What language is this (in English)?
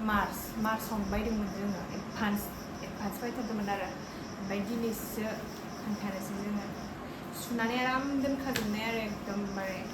Bodo